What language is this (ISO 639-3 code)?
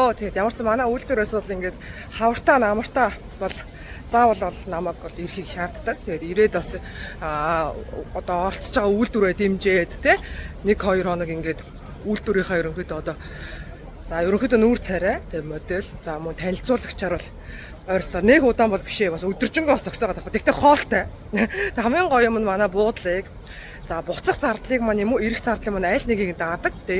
mon